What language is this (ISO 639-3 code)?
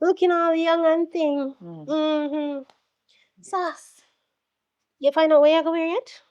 jam